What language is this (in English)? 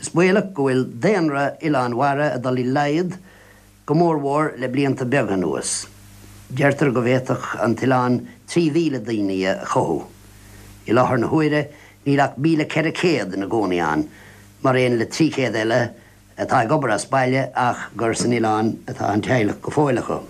Irish